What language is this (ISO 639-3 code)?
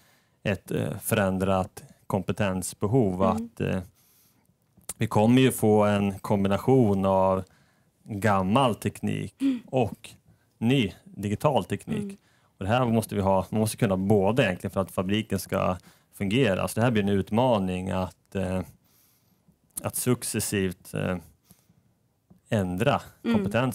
swe